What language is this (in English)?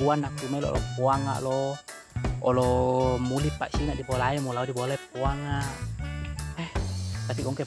Buginese